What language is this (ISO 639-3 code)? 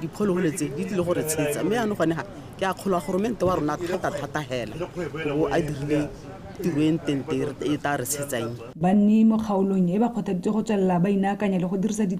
tsn